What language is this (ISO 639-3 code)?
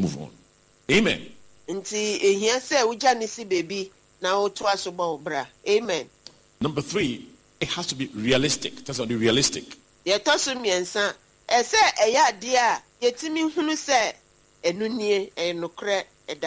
aka